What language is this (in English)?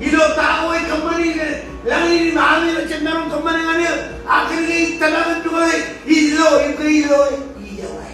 Marshallese